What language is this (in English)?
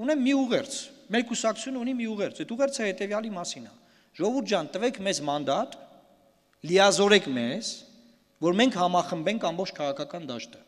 Armenian